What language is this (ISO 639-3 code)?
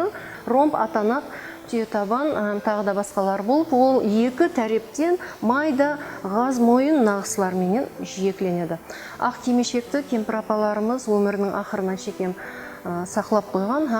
kaa